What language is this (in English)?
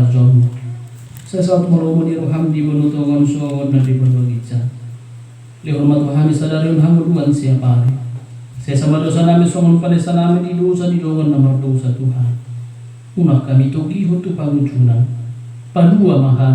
Batak Toba